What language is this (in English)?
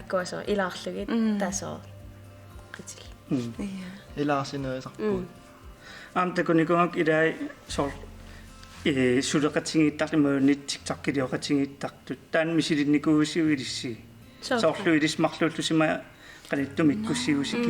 Kalaallisut